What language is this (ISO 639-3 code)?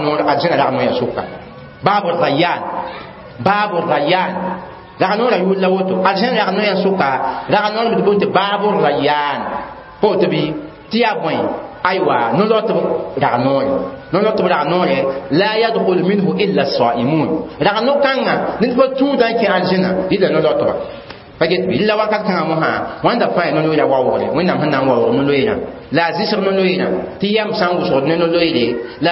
mos